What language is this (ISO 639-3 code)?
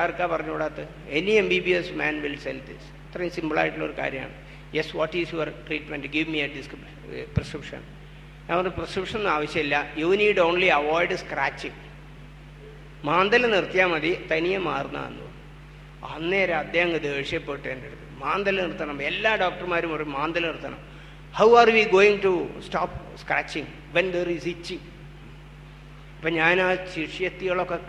mal